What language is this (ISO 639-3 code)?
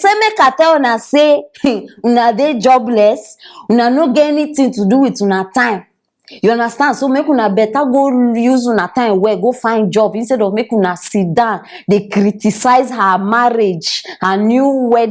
pcm